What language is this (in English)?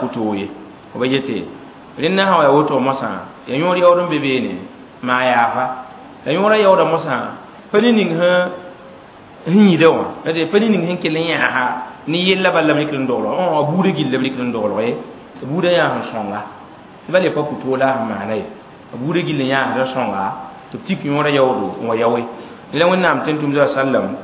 Mossi